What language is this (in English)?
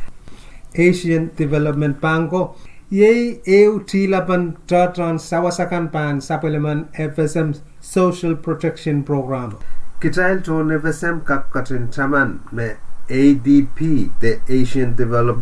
Pohnpeian